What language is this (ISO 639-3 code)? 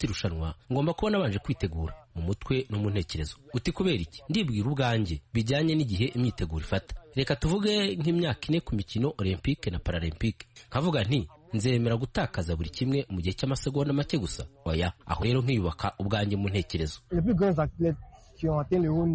kin